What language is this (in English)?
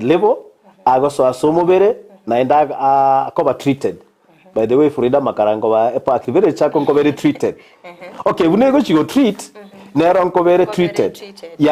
Gusii